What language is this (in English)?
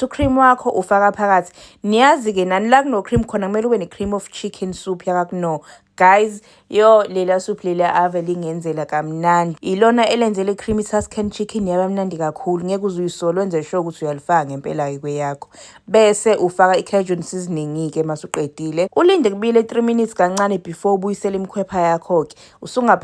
Zulu